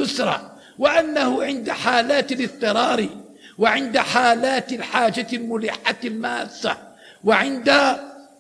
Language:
Arabic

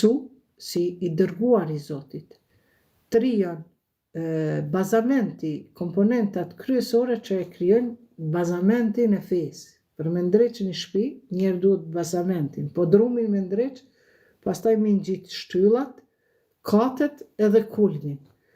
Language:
Albanian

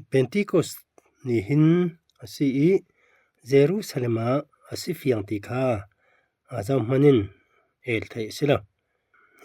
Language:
Falam Chin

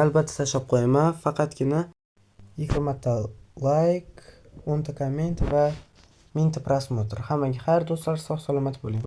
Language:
Uzbek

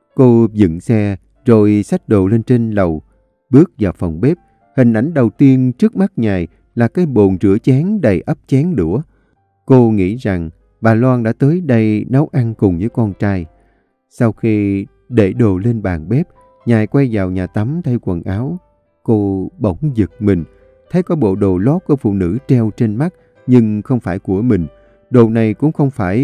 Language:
Vietnamese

